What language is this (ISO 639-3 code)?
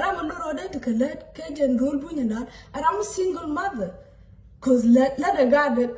nus